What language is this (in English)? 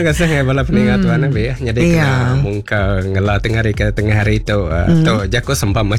Iban